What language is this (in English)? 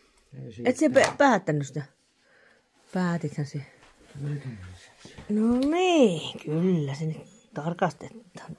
Finnish